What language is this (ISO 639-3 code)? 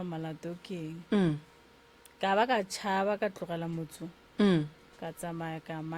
nso